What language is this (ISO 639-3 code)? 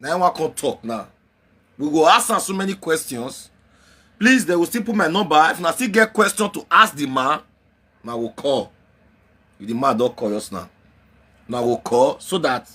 pcm